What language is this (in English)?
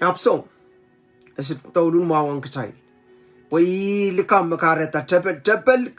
Pohnpeian